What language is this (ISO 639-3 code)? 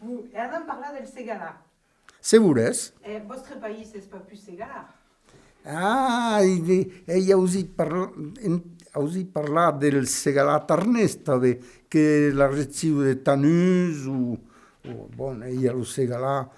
oci